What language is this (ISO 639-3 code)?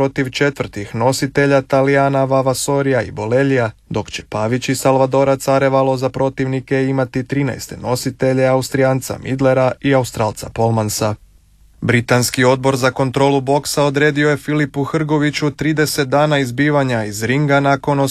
hrv